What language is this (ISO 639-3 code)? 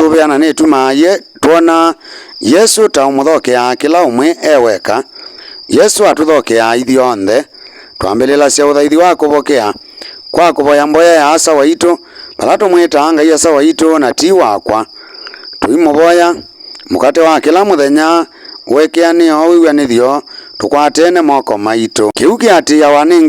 kam